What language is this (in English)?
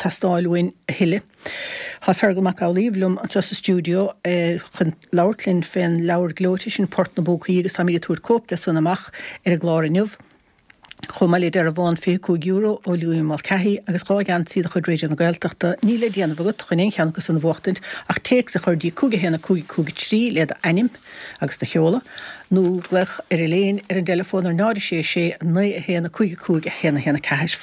Irish